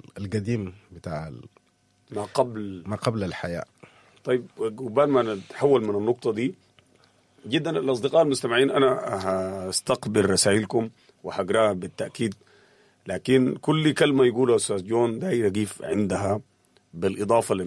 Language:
Sudanese Arabic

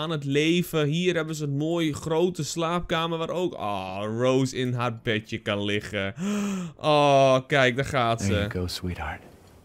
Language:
Dutch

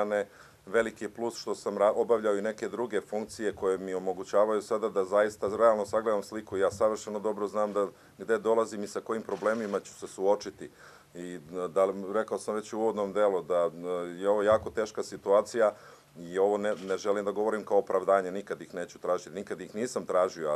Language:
Serbian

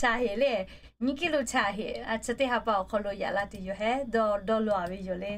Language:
Lahu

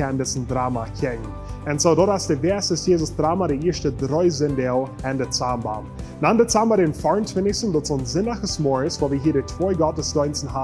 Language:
Plautdietsch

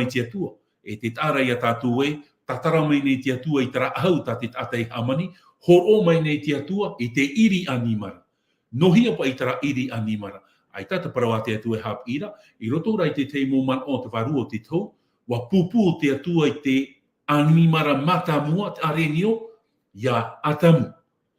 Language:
Tahitian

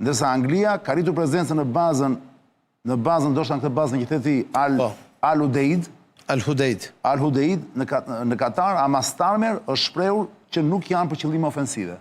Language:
Albanian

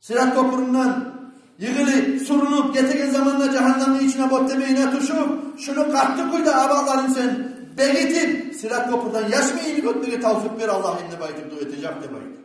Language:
Kumyk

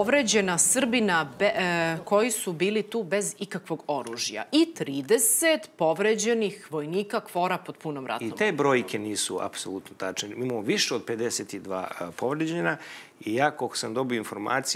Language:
Serbian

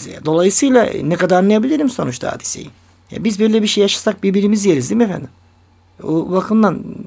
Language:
Turkish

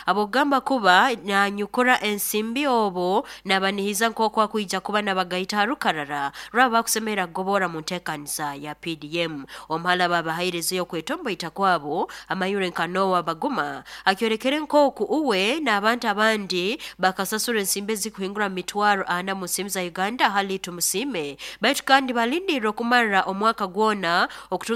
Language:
Nyoro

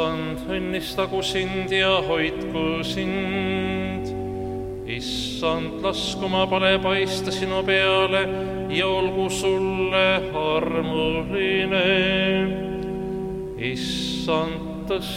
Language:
Estonian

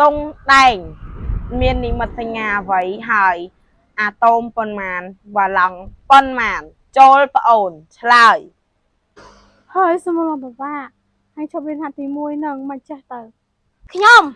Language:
Khmer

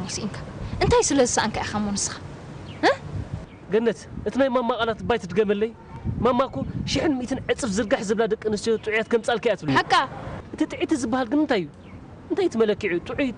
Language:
Tigrinya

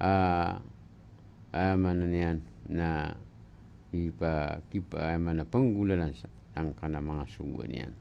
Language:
Maranao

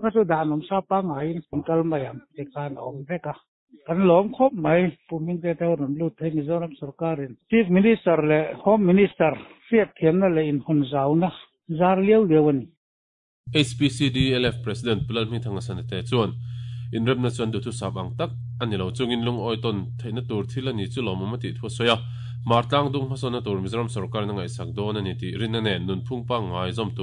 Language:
Mizo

